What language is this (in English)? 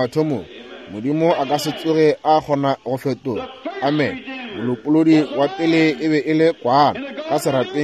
Northern Sotho